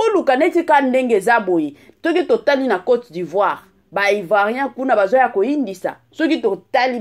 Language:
Lingala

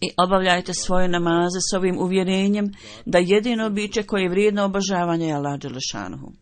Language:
Bosnian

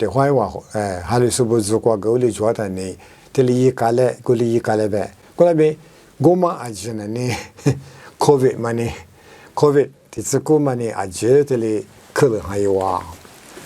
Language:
Lisu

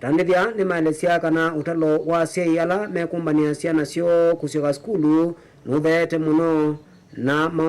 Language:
Kamba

